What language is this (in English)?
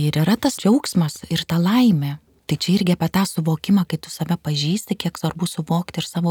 Lithuanian